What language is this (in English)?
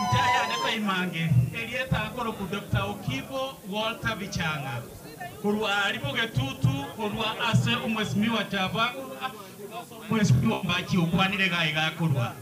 Gusii